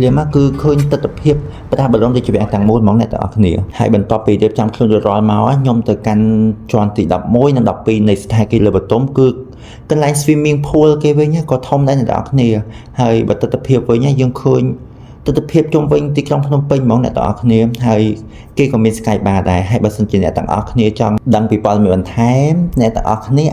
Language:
Khmer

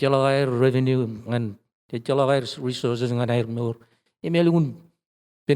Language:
Marshallese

